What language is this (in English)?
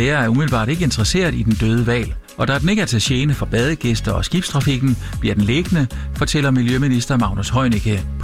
Danish